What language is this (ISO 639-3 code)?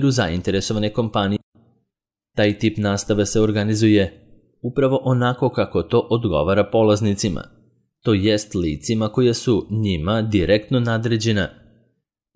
srp